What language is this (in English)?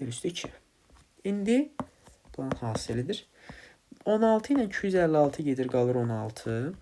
Azerbaijani